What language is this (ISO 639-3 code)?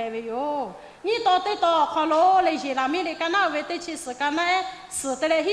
lhu